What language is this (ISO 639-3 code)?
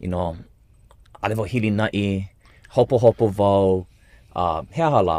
haw